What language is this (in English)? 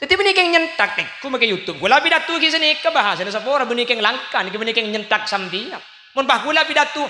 Madurese